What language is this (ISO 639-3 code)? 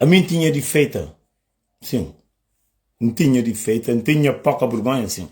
kea